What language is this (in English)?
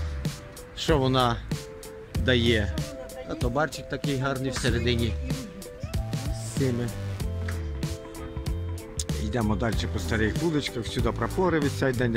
Ukrainian